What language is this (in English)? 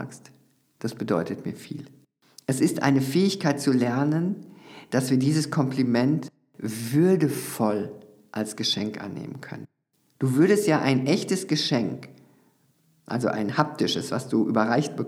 German